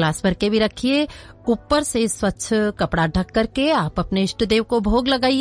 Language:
Hindi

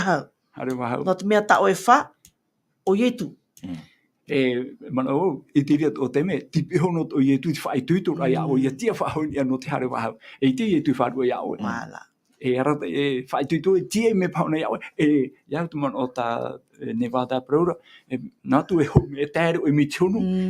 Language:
Tahitian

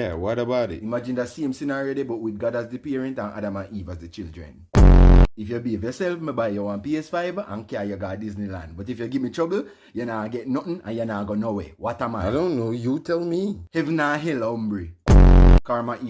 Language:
Jamaican Creole English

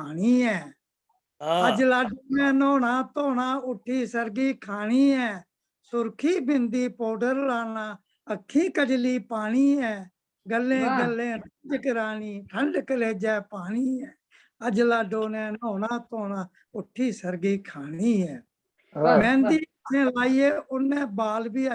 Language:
Dogri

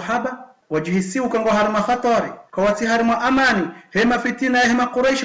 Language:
Ngazidja Comorian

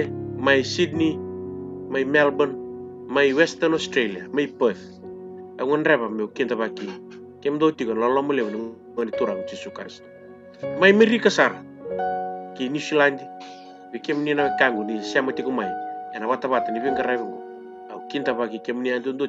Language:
Fijian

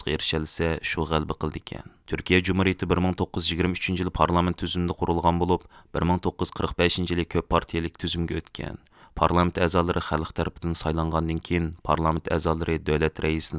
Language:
Uyghur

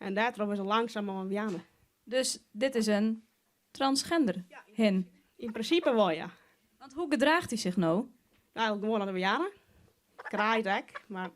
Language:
Western Frisian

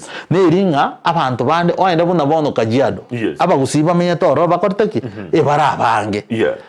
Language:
Gusii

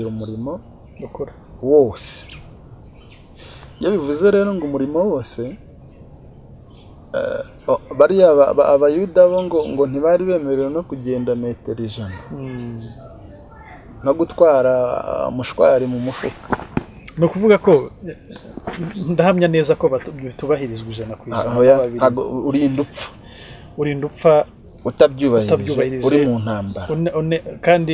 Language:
Kinyarwanda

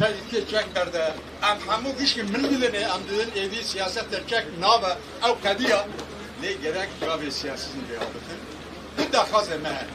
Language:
Kurdish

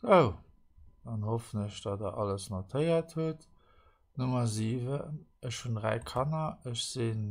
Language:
Luxembourgish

